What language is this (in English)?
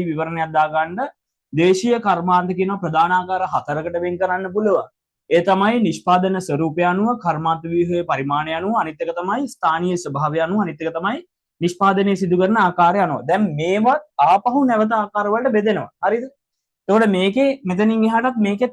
Sinhala